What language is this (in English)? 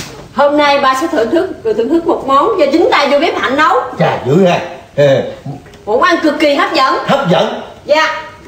Vietnamese